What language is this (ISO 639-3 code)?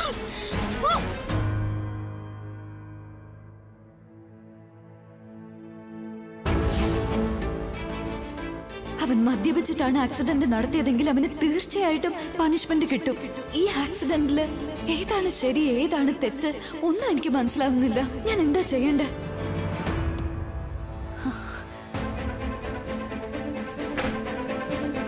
mal